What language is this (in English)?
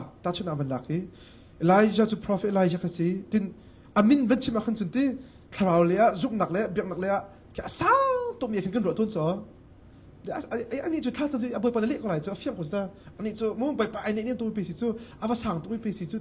Hakha Chin